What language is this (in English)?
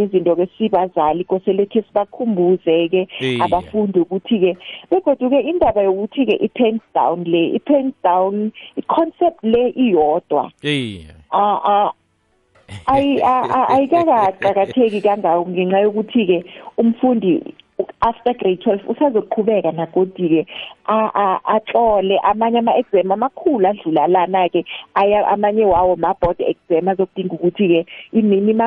South Ndebele